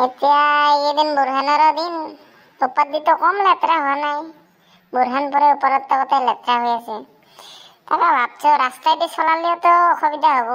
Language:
Assamese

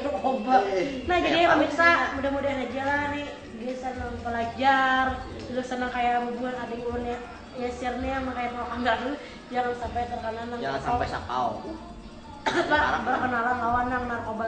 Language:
Banjar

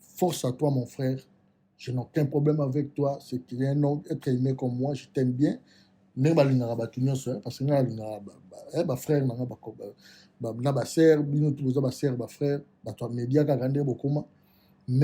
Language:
Lingala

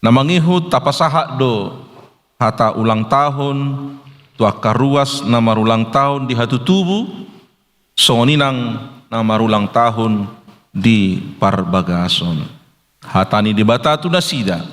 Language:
Batak Toba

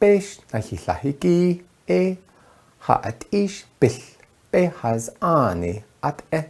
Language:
Navajo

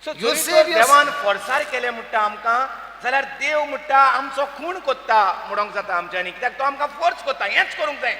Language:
Konkani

